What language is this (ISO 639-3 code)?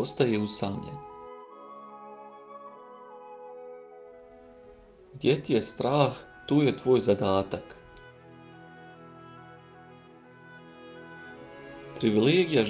bos